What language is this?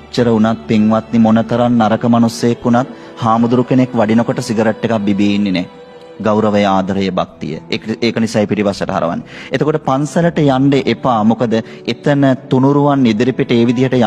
Sinhala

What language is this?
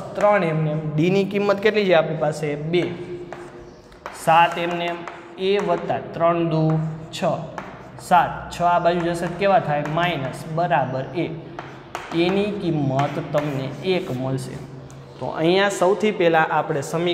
Gujarati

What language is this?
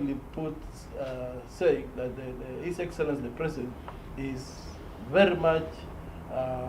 Kamba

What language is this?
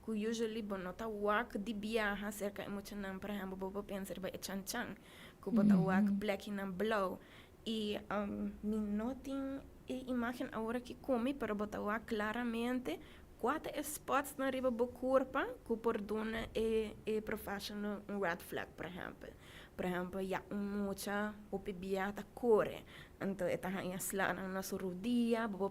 Papiamento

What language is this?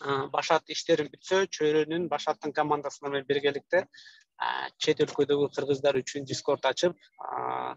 Kyrgyz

